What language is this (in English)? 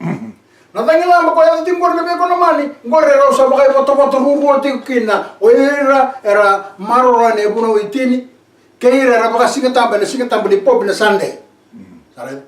Fijian